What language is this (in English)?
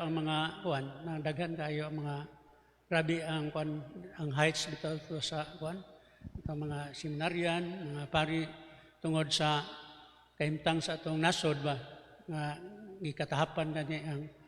Cebuano